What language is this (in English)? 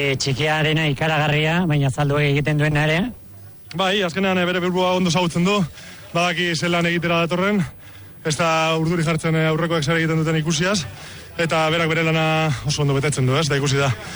Basque